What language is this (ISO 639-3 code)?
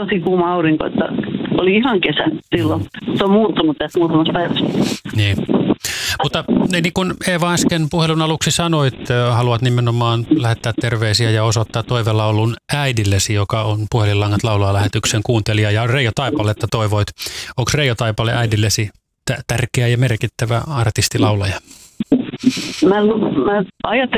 fin